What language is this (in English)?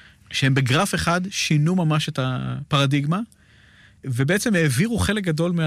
Hebrew